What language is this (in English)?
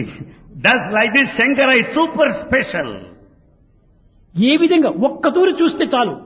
Telugu